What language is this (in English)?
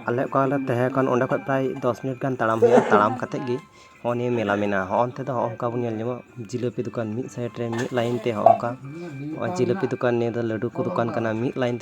Santali